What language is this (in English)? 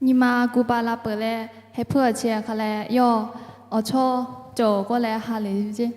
Lahu